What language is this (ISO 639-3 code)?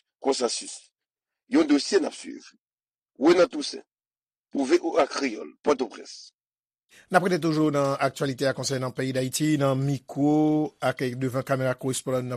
hat